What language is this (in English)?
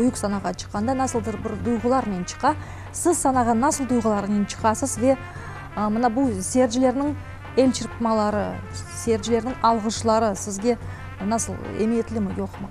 Crimean Tatar